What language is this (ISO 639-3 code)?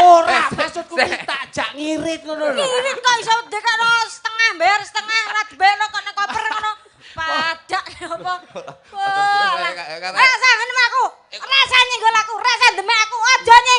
jav